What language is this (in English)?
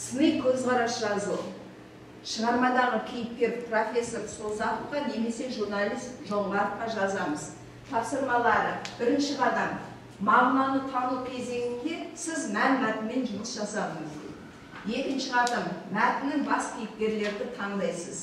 Kazakh